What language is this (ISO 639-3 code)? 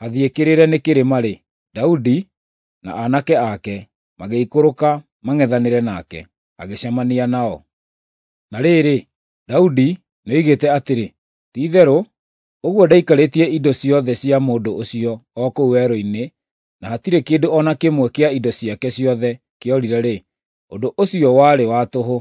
kik